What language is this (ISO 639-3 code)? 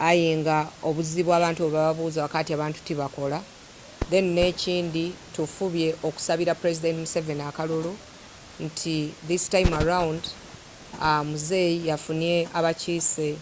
xog